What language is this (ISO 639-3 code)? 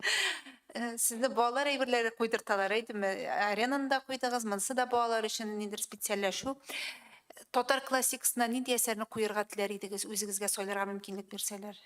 tat